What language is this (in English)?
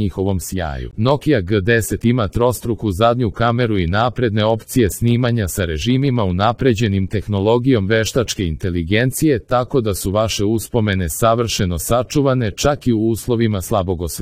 Serbian